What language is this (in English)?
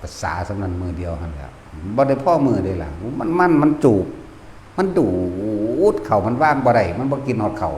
Northeastern Thai